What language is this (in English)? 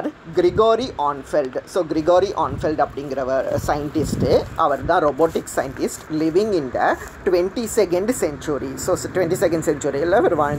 Tamil